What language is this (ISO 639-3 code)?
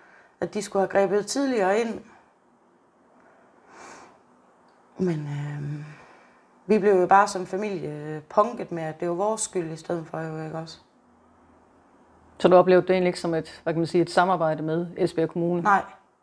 dan